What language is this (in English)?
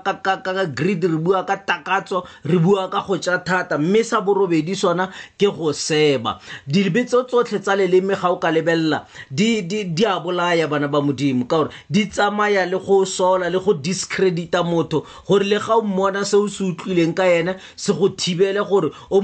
Tswana